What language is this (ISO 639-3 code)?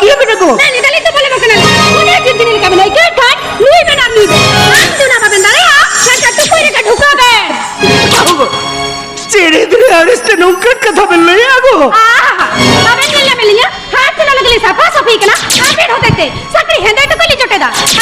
sat